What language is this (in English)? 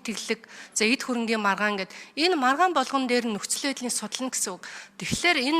Mongolian